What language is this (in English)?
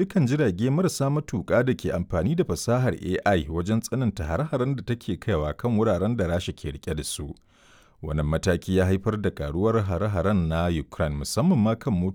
Hausa